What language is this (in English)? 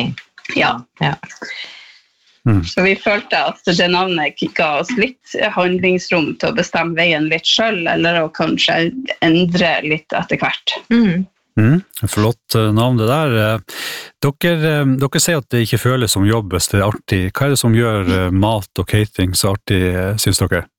Norwegian